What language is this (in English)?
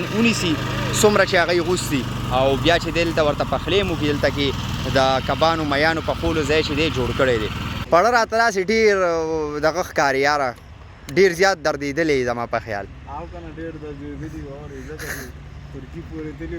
Pashto